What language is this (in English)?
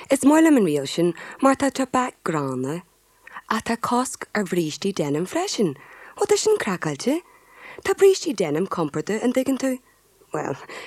Irish